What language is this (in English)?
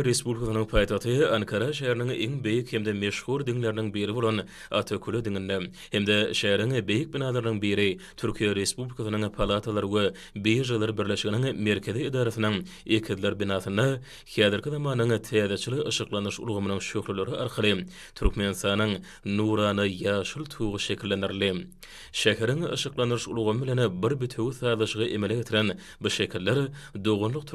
Turkmen